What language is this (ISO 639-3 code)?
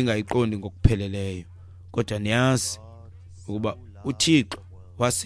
xho